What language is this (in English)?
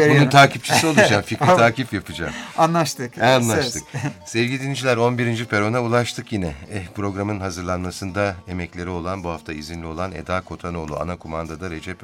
Turkish